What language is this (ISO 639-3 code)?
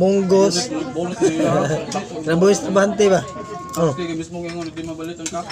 ceb